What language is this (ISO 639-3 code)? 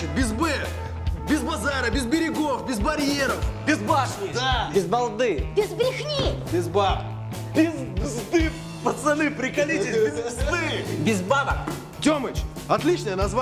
rus